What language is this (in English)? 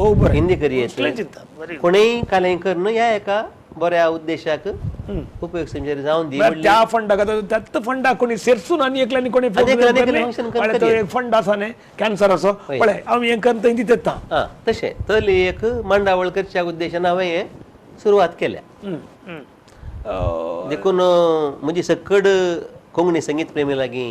Konkani